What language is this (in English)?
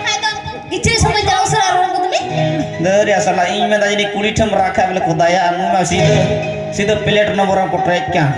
Santali